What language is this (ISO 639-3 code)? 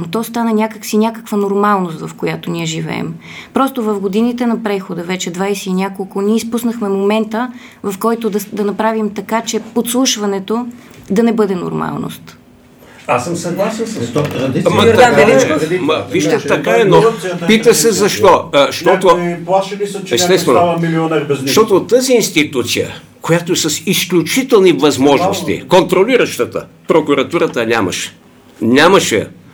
bul